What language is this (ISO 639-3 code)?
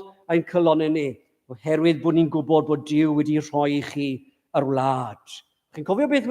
cym